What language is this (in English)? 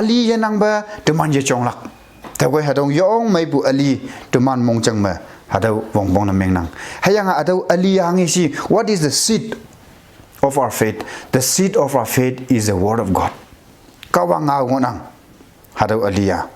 Konyak Naga